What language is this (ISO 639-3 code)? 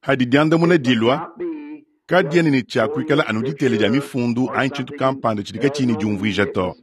lua